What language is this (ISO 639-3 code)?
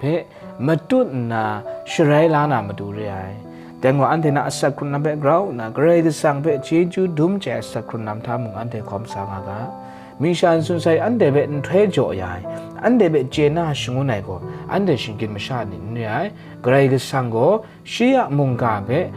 kac